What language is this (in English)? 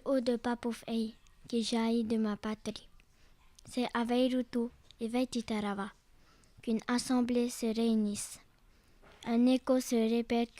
Tahitian